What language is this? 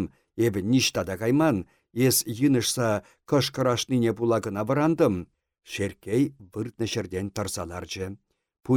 Chuvash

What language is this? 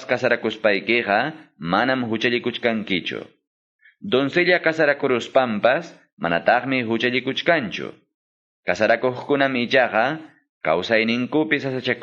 Quechua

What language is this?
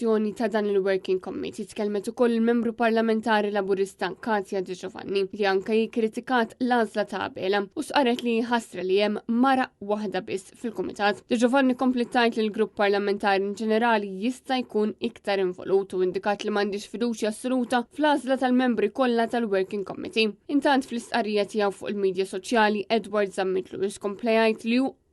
Maltese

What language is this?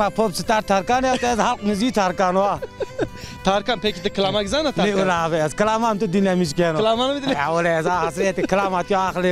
Zaza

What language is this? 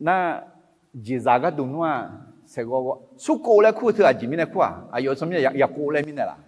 Akha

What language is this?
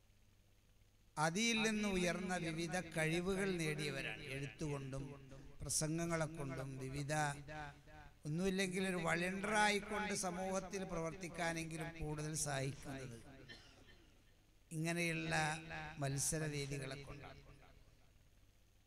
Malayalam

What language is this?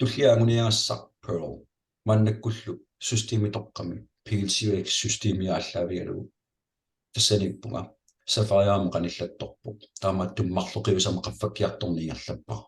Kalaallisut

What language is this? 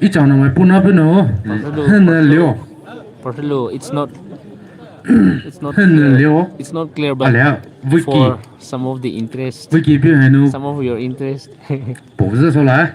Poumei Naga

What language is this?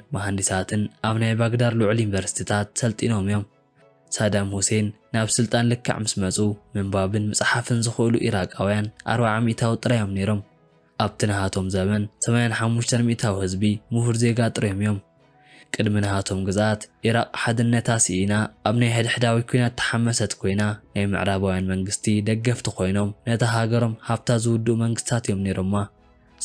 Tigrinya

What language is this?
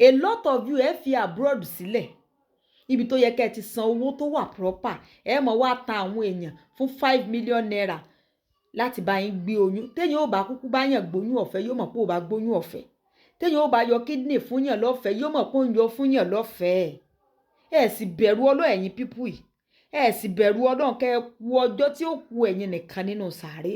Yoruba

